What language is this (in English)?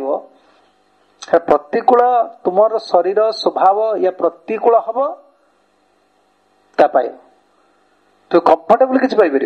Odia